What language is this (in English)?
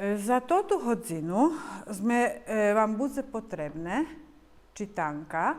Rusyn